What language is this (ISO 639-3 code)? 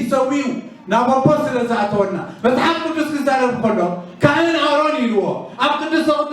tir